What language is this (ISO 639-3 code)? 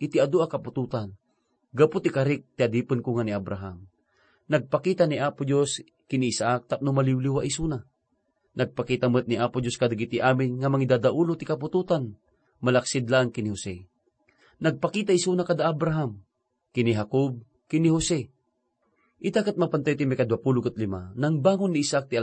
ilo